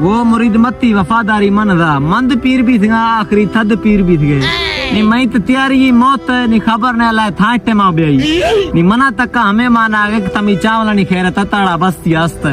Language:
Baluchi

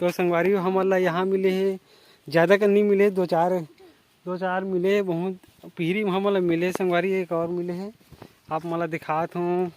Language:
Chhattisgarhi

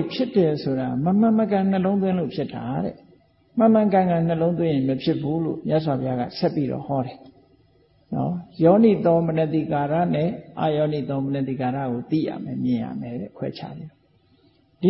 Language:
Burmese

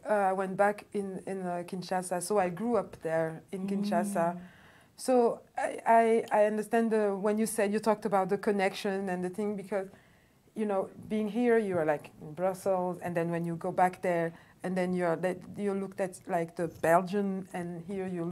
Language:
English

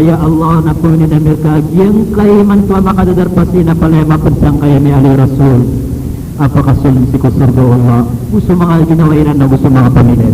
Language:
Maranao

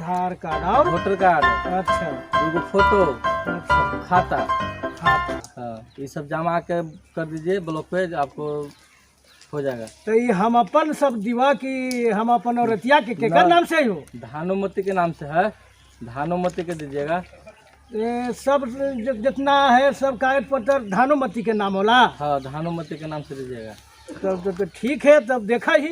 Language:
Magahi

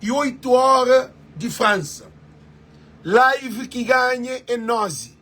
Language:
Kabuverdianu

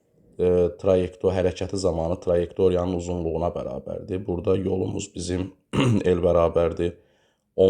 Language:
Azerbaijani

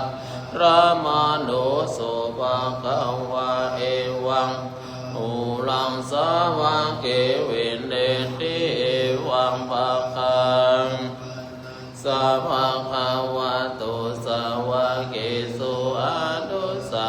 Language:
Pali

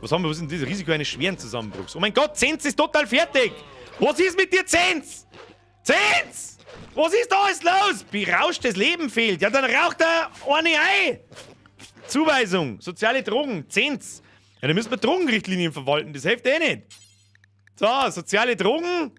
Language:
Bavarian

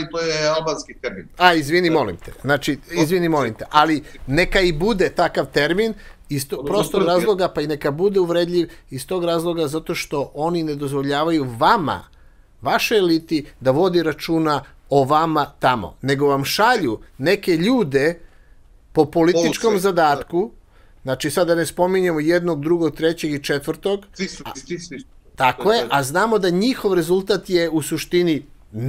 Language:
Serbian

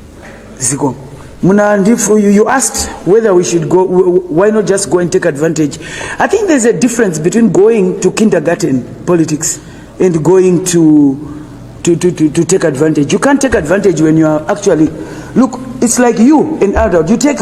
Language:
Nyanja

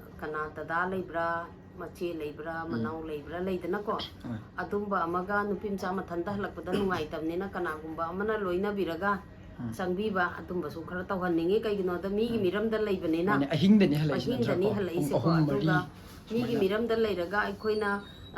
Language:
Manipuri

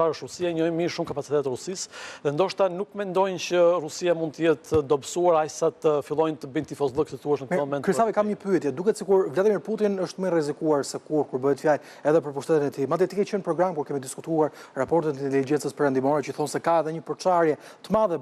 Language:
Albanian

